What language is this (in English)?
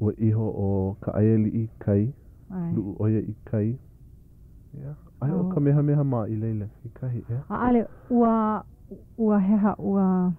Hawaiian